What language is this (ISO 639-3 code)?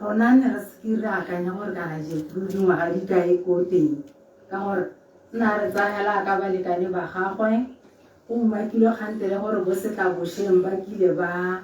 tsn